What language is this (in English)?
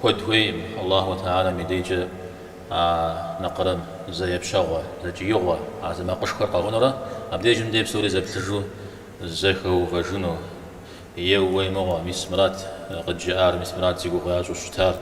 Kabardian